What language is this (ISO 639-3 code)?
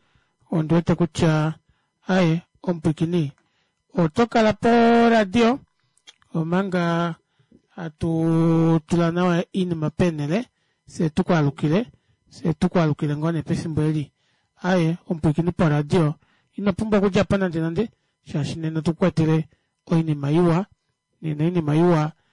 kua